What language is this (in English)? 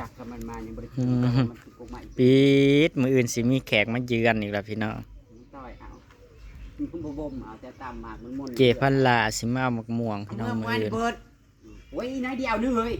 Northeastern Thai